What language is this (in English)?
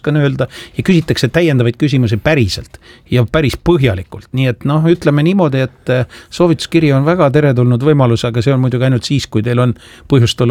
Estonian